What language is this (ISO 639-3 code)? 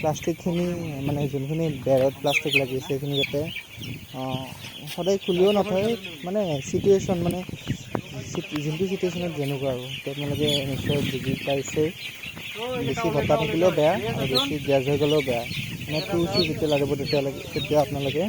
asm